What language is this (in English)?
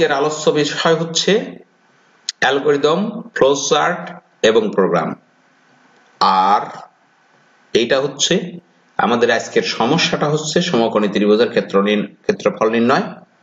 Bangla